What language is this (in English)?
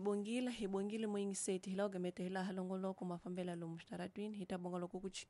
Tsonga